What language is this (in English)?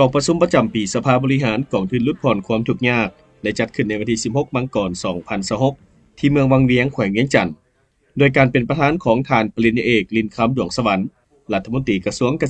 Lao